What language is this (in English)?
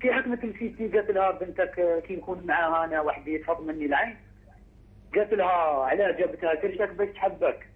Algerian Arabic